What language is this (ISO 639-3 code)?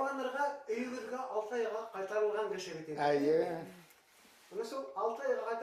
bak